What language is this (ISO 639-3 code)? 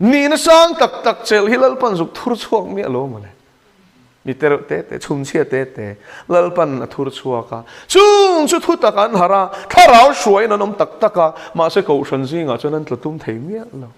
lus